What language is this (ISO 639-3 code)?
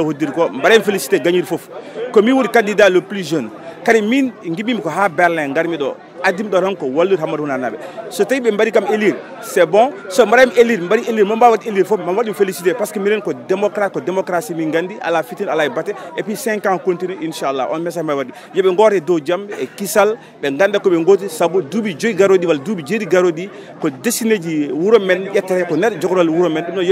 ful